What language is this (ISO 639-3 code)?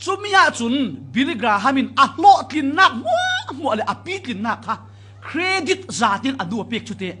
cfm